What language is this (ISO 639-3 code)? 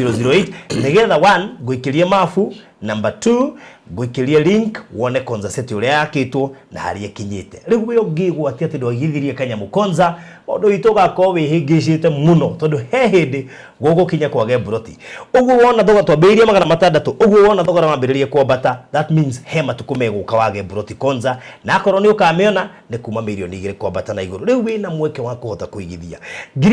kik